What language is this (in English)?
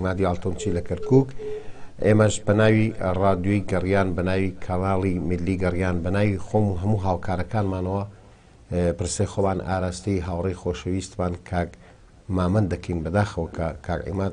Central Kurdish